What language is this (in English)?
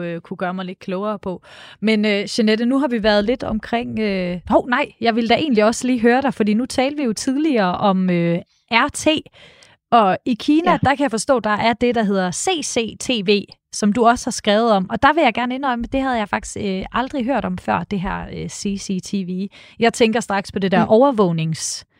Danish